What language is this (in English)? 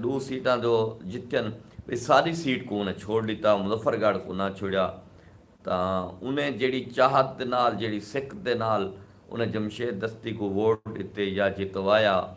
Saraiki